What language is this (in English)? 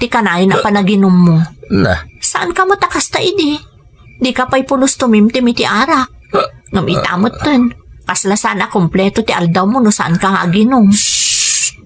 Iloko